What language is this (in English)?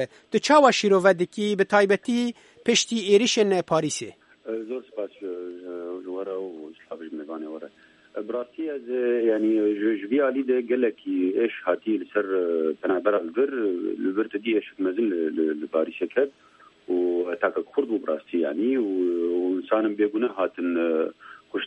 Kurdish